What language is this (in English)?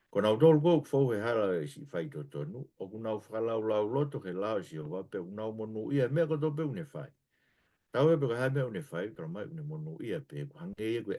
Tongan